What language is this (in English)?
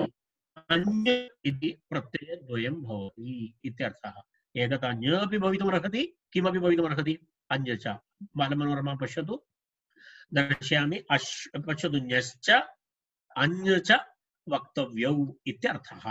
Sanskrit